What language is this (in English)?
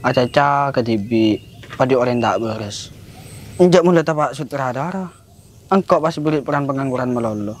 Madurese